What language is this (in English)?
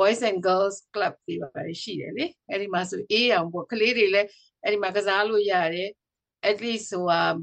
Burmese